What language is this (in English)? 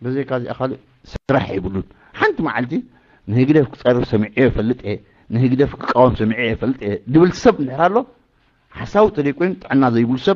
Tigrinya